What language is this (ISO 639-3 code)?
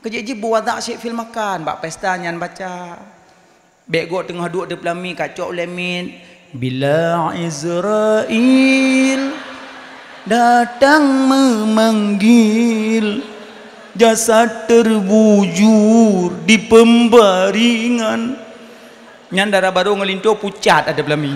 ace